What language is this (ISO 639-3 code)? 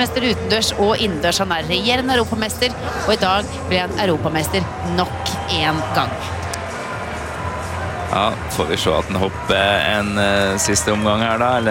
nor